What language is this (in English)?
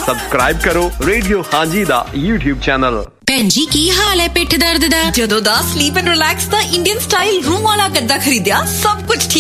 Punjabi